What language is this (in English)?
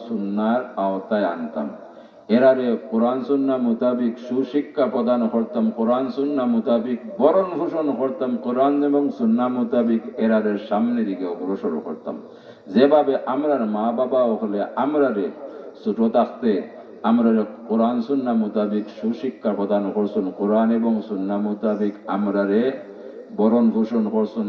Sylheti